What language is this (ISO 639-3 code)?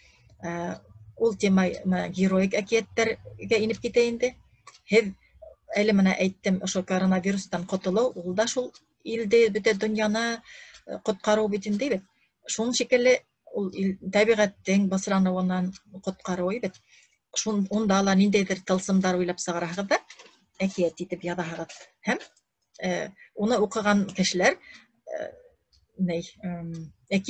bak